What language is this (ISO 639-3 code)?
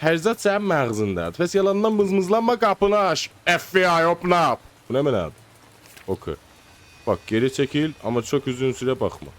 azb